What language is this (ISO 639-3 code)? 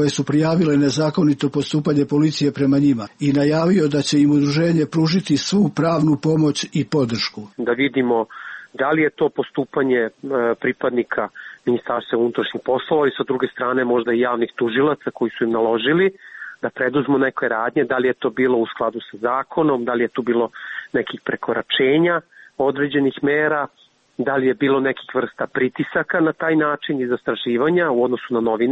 srp